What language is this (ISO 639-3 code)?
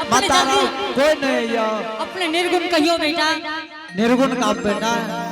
anp